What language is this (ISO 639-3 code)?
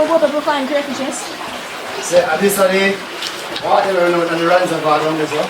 jam